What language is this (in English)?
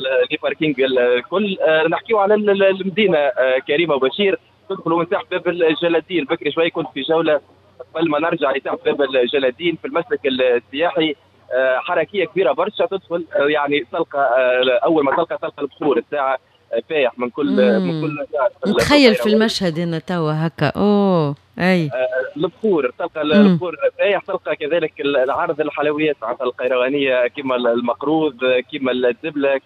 Tunisian Arabic